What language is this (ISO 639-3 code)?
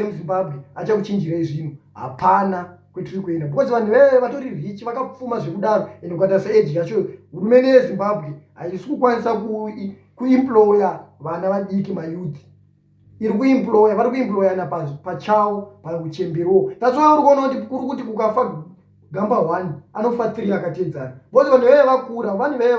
sna